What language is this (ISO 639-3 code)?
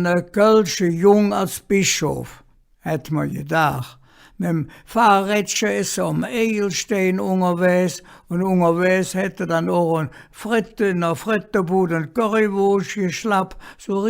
ksh